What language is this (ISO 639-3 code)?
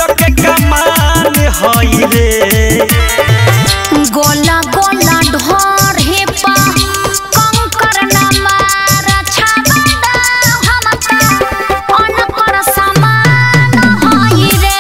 bho